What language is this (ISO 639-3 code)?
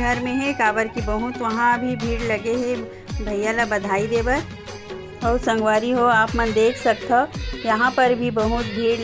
hne